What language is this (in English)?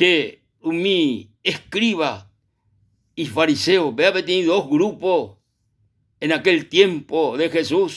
Guarani